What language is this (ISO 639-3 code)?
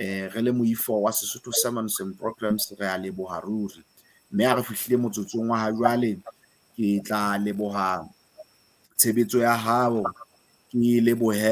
sot